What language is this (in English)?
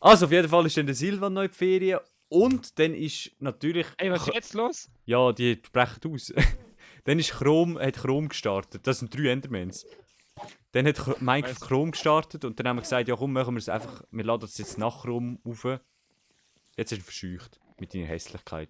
Swiss German